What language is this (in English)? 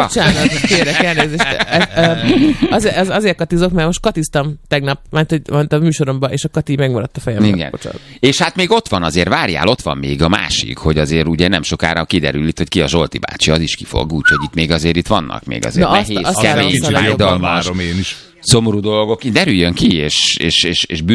Hungarian